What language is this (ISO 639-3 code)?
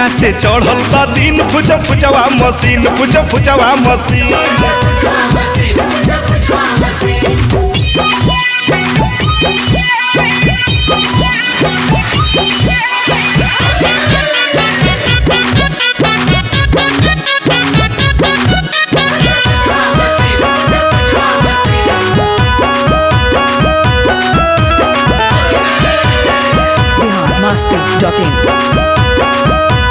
bho